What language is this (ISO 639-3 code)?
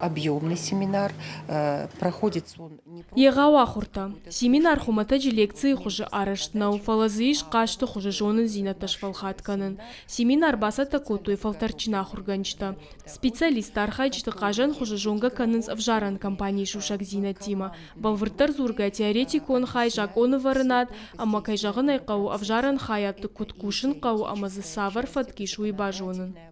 oss